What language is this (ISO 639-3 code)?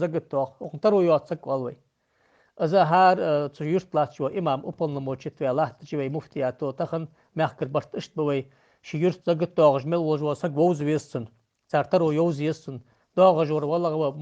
inh